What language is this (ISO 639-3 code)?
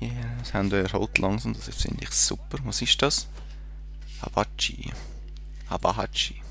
gsw